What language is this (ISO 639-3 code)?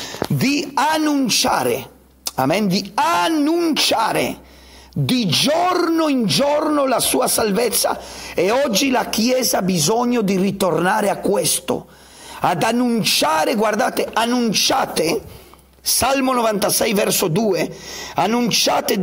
ita